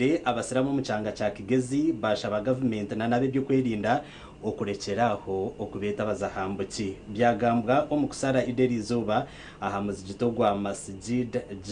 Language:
Nyankole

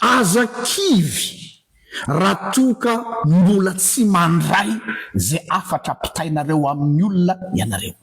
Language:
Malagasy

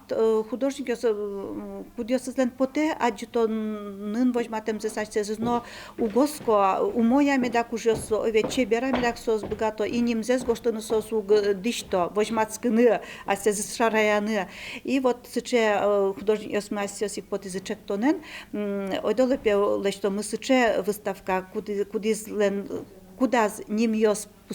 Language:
Udmurt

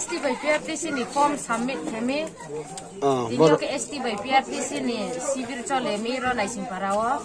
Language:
Riang (India)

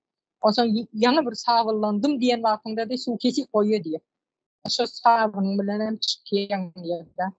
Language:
Turkmen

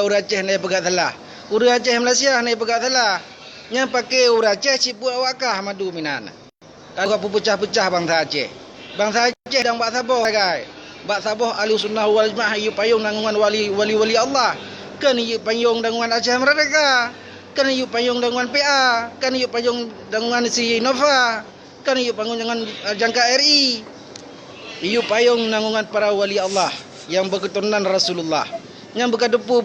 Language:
Achinese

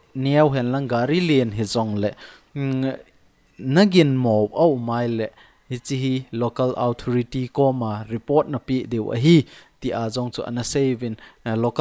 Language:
Thado Chin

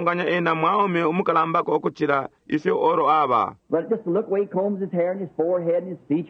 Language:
Bemba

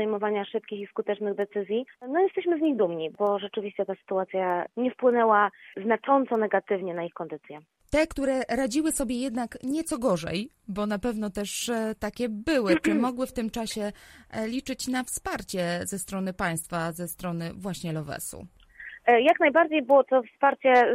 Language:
Polish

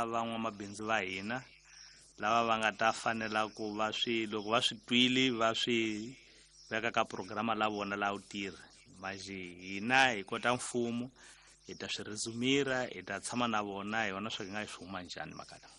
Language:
Tsonga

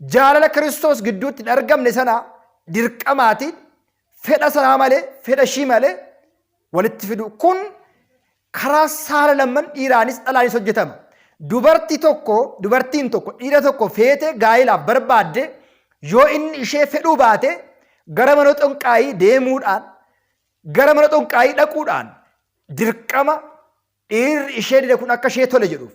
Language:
Oromo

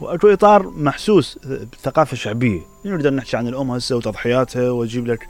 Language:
Mesopotamian Arabic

